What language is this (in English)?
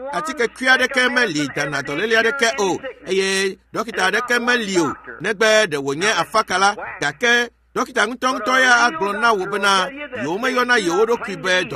Ewe